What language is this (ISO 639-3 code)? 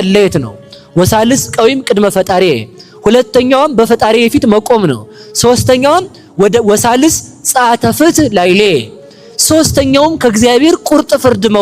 amh